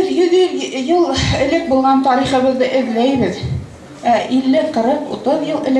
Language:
Bashkir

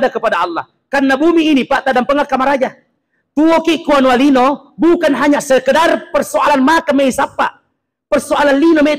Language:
Buginese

